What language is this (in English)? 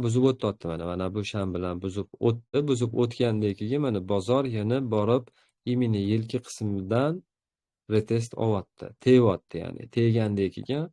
Uzbek